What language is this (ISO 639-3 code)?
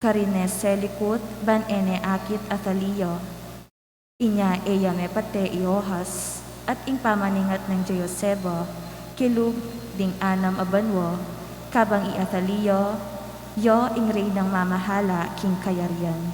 pam